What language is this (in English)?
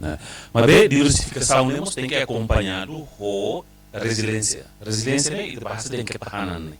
Tetum